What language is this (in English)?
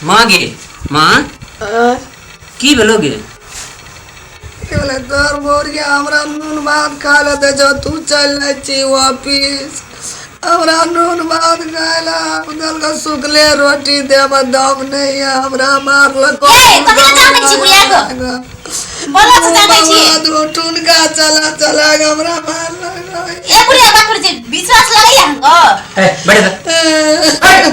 Maithili